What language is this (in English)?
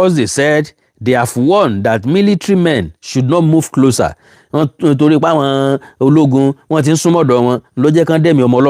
Yoruba